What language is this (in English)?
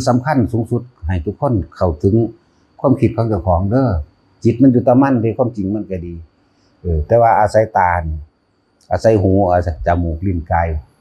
Northeastern Thai